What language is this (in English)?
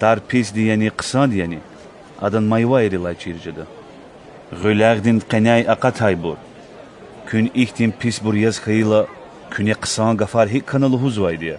Lezghian